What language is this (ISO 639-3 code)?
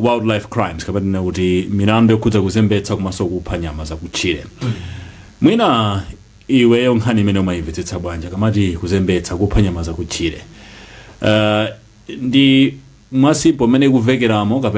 nya